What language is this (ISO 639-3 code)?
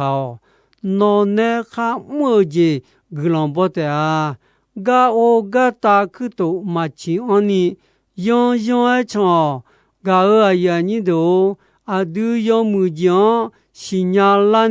ahk